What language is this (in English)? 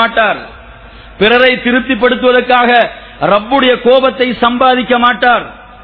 Tamil